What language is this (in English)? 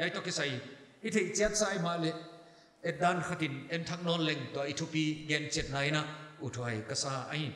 Paite Chin